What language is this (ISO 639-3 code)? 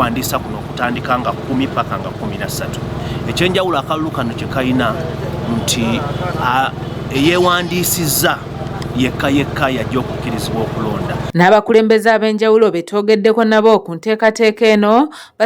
lug